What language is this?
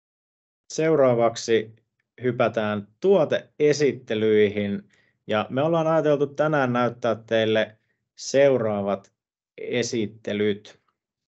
Finnish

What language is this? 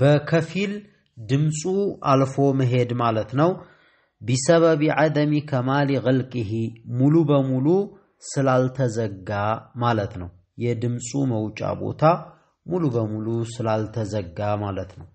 Amharic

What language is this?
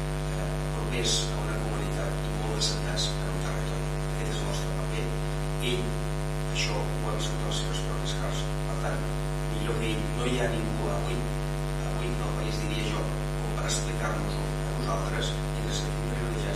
Catalan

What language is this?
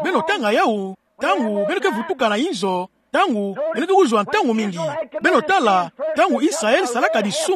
Kituba (Democratic Republic of Congo)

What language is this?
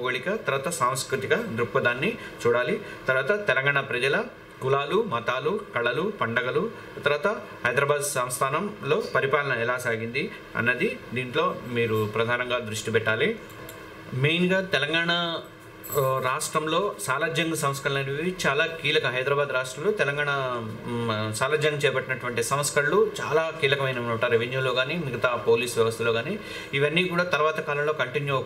Telugu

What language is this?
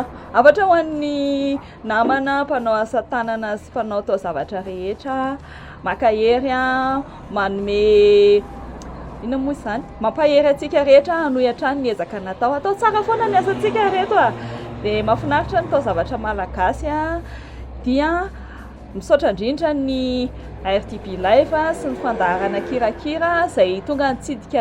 Malagasy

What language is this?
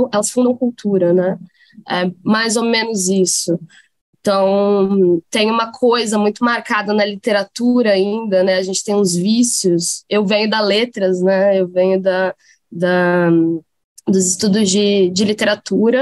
Portuguese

